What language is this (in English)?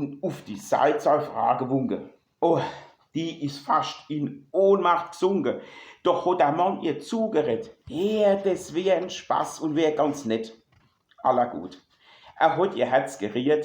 Palatine German